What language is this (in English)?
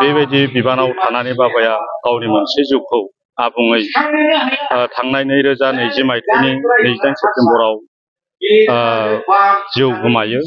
Bodo